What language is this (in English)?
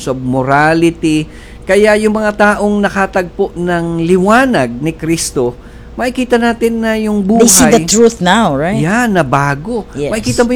Filipino